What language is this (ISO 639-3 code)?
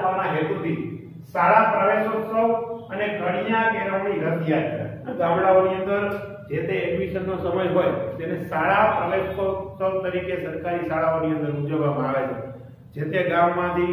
guj